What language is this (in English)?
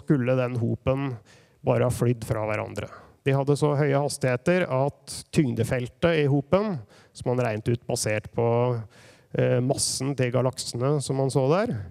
Norwegian